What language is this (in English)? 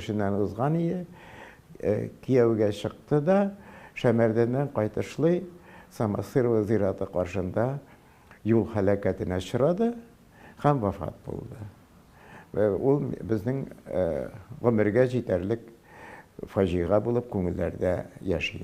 Tatar